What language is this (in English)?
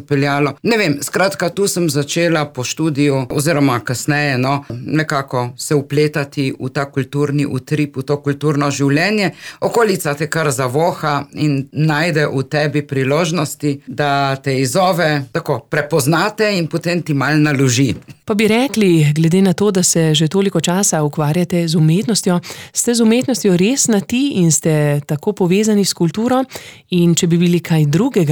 Slovenian